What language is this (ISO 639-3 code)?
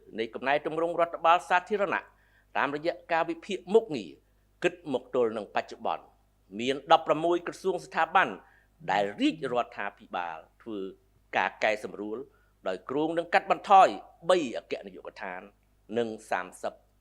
khm